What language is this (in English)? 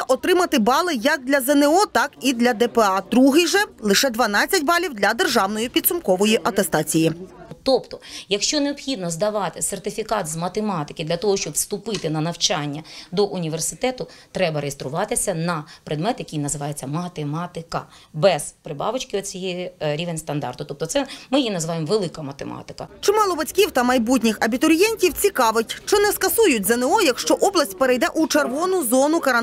Ukrainian